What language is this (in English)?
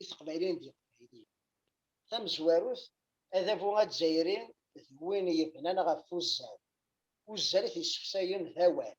Kabyle